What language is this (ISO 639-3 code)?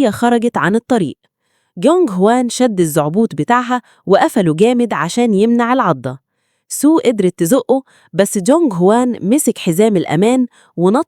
arz